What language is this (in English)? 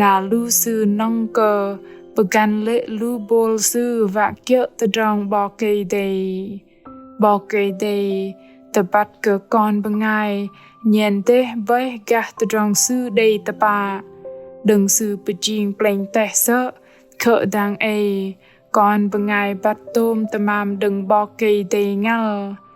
Bahnar